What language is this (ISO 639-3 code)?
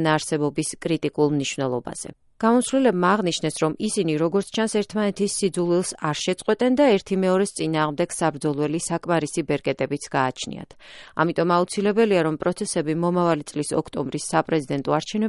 kat